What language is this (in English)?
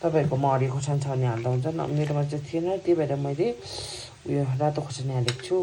Nepali